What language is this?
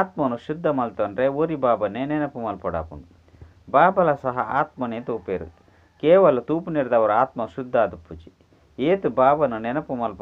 Tulu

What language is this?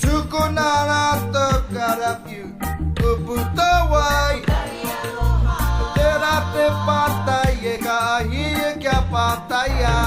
Māori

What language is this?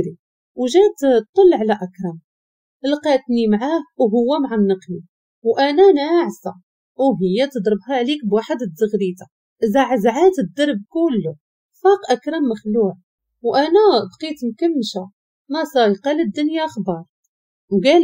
Moroccan Arabic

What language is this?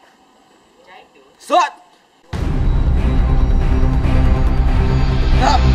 Malay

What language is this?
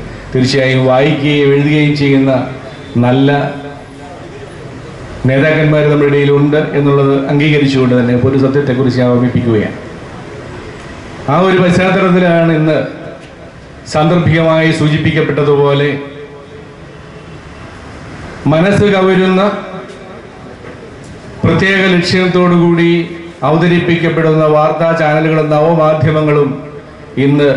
Malayalam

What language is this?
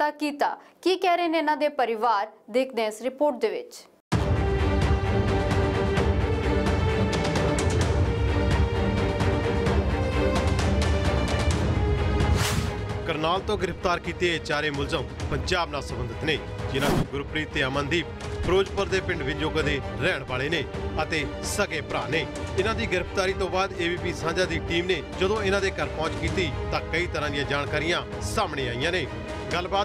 Punjabi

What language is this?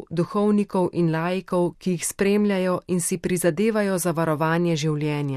Slovenian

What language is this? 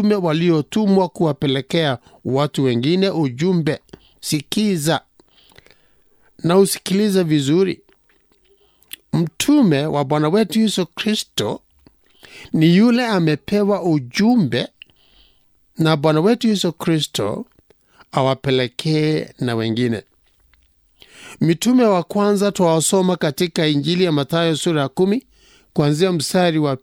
Swahili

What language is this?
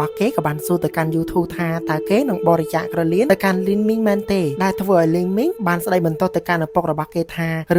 Khmer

